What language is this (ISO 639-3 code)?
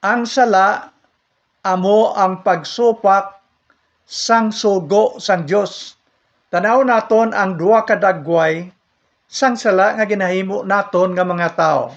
hil